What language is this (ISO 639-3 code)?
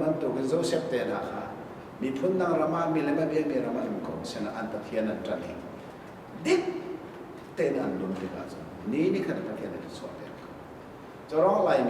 cnh